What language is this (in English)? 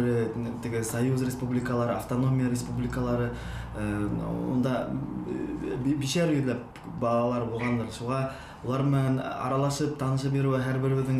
Bashkir